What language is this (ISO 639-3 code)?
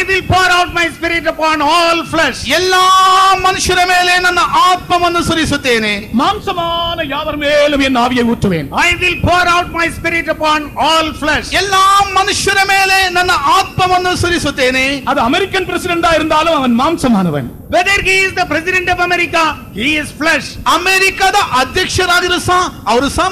tam